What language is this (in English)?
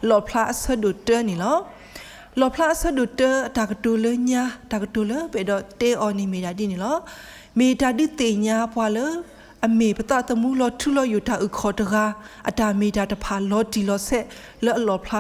S'gaw Karen